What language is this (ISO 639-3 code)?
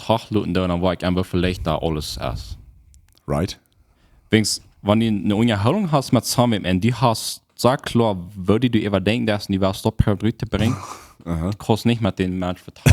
pdt